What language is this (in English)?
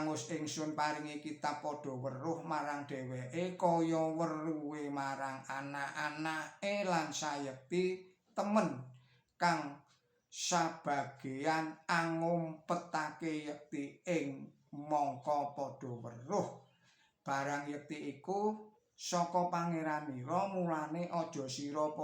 Javanese